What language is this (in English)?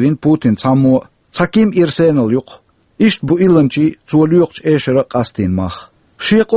Chechen